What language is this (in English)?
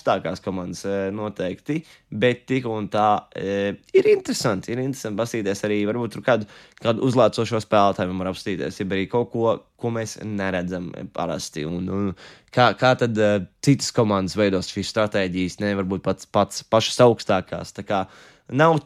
Latvian